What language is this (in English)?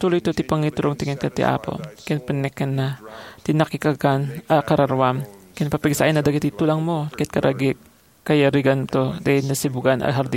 Iloko